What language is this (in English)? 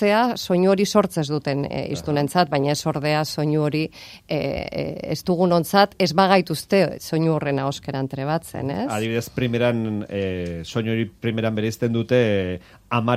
Basque